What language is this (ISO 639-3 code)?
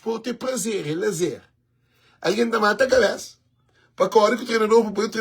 kea